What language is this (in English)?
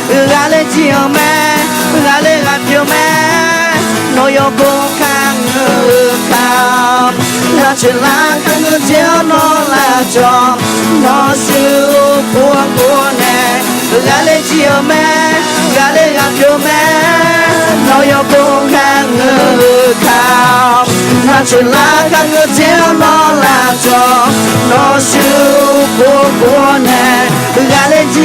Akha